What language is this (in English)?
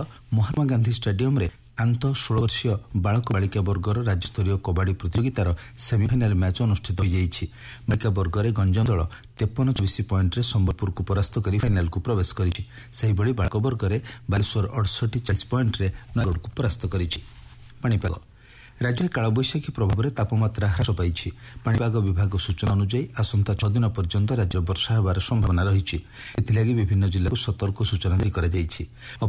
Odia